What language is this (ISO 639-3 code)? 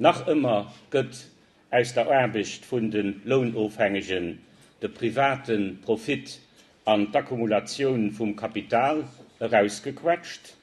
ltz